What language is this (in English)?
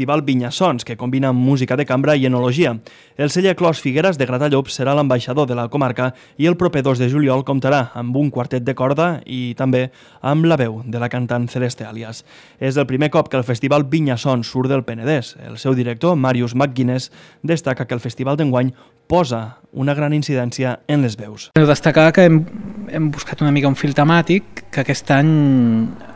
Catalan